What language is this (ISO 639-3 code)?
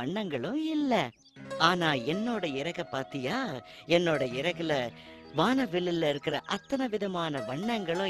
tam